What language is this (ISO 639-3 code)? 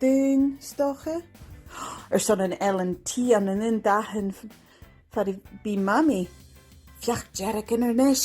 gla